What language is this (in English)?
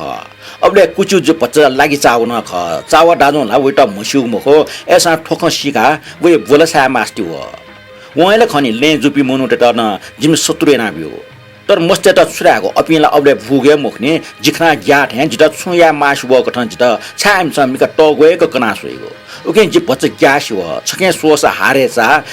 Newari